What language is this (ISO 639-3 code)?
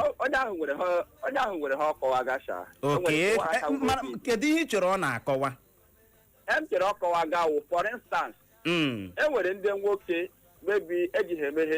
ibo